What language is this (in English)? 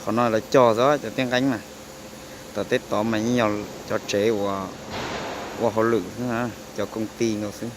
Hmong